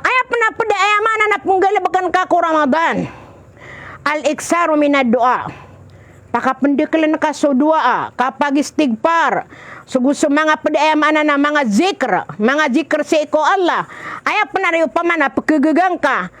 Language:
Maranao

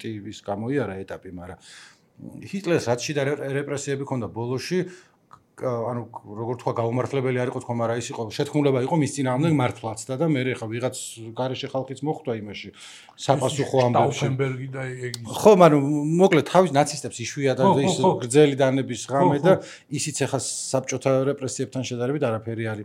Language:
Georgian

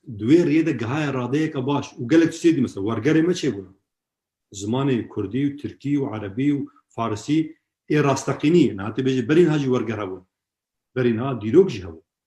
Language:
Kurdish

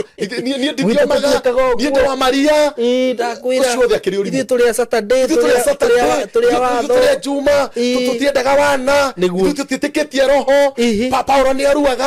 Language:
Kikuyu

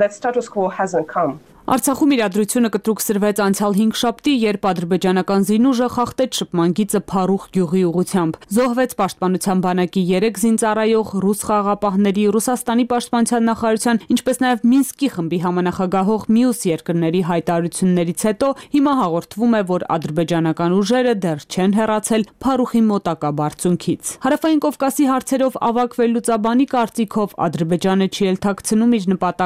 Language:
Armenian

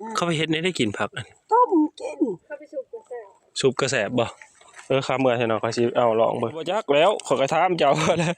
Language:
Northeastern Thai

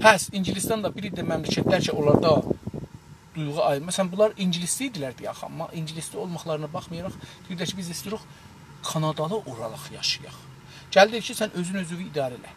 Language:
South Azerbaijani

